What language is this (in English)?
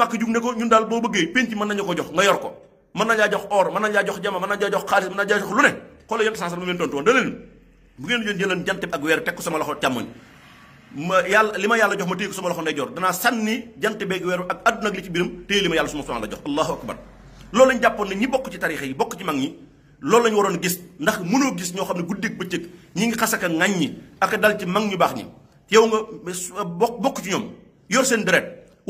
Wolof